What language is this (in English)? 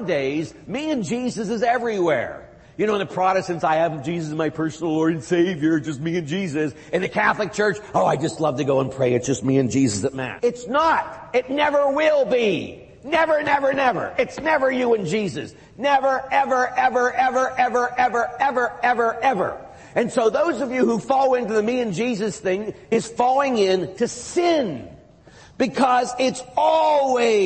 English